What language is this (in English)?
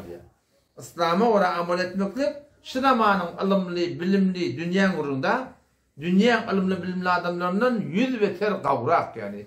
Turkmen